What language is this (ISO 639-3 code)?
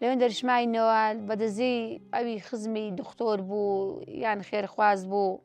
ckb